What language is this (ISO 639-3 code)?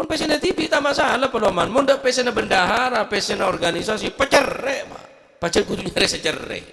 mad